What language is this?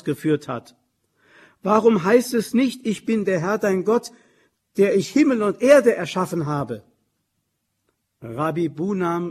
German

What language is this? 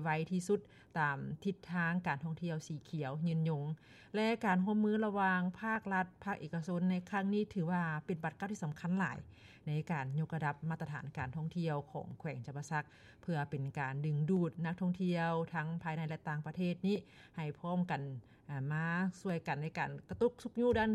Lao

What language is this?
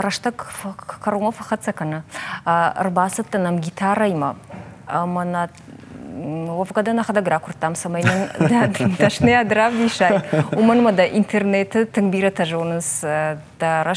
Ossetic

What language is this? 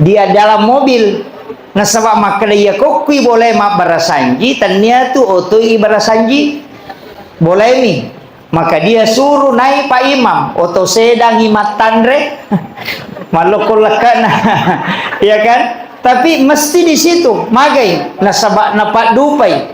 Buginese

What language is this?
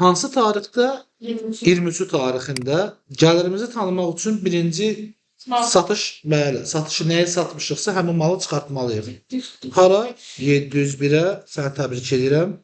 Azerbaijani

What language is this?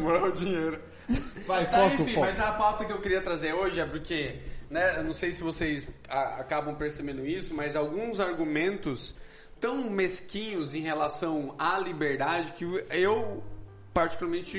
Portuguese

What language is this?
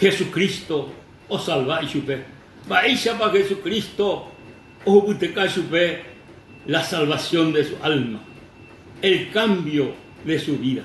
Guarani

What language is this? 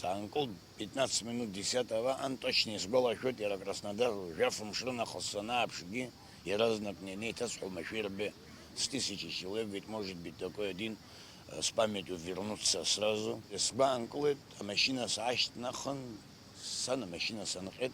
Abkhazian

